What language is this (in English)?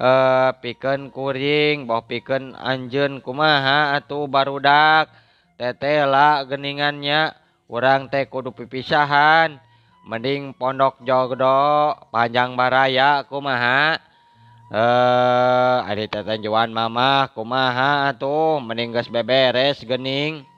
Sundanese